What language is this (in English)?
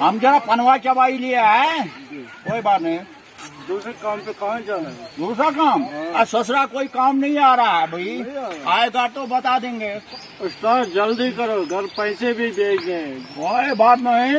Kashmiri